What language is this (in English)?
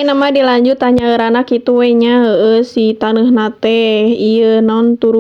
Sundanese